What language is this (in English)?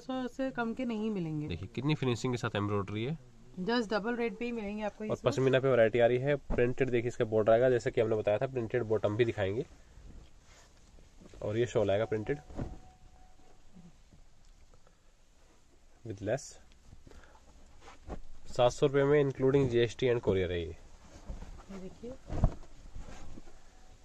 Hindi